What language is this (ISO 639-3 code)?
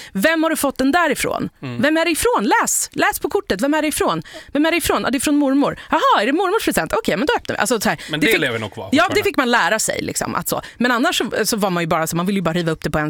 swe